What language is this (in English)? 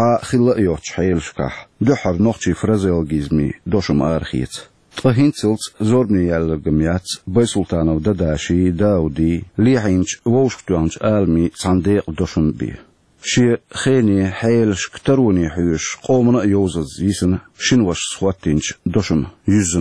Chechen